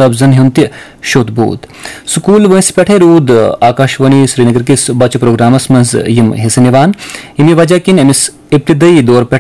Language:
Kashmiri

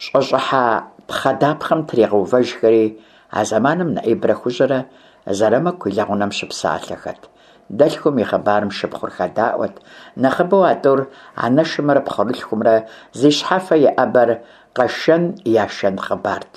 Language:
Kabardian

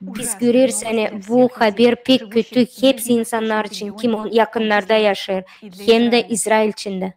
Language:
Gagauz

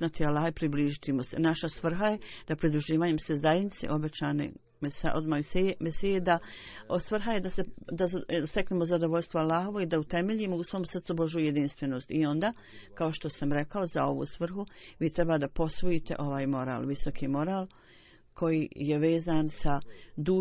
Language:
Bosnian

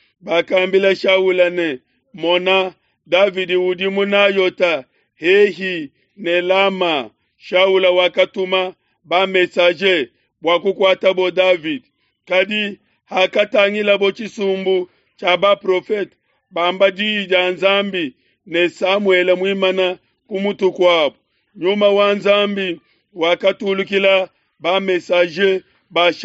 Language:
Luba-Lulua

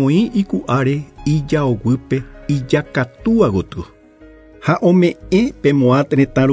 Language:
Guarani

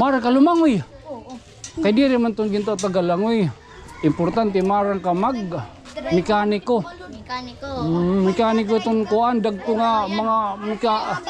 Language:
Waray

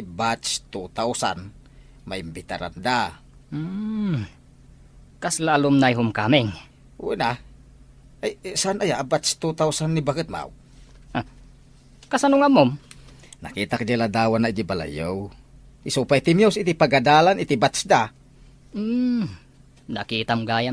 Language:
Iloko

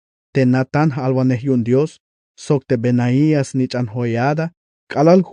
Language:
Tzeltal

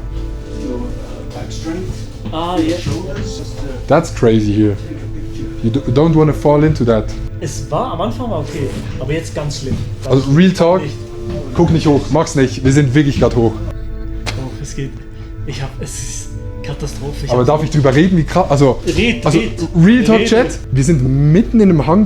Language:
Swiss German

